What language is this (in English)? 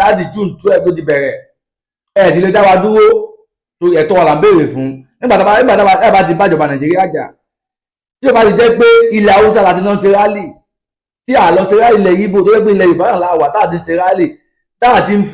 Yoruba